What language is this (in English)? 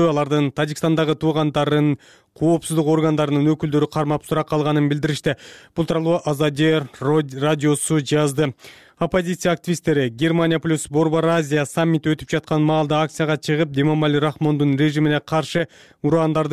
Kyrgyz